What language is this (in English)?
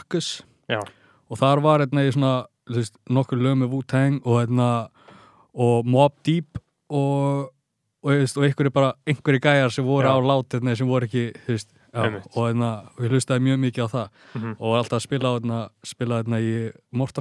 Icelandic